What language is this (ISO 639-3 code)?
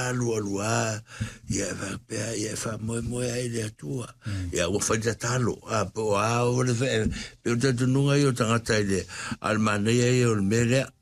smo